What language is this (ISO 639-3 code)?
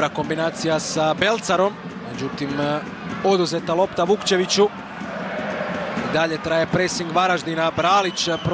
hrv